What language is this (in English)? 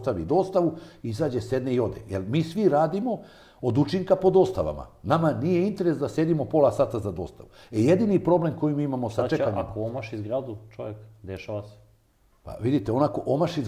Serbian